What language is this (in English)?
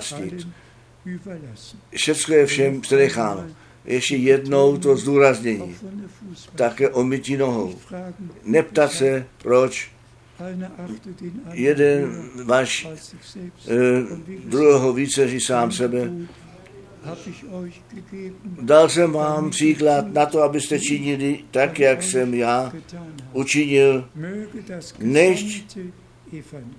Czech